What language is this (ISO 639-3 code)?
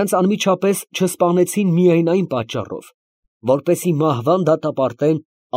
hye